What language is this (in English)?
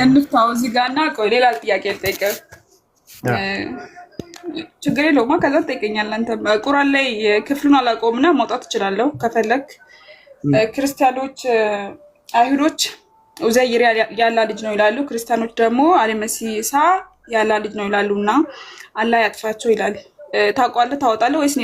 Amharic